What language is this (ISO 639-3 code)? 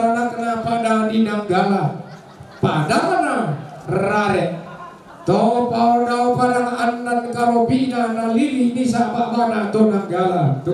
sda